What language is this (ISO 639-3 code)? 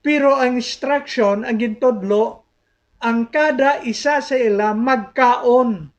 hil